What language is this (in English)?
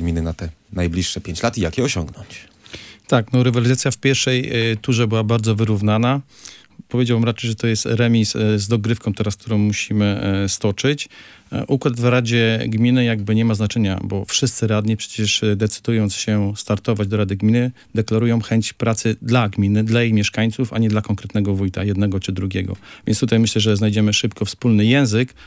Polish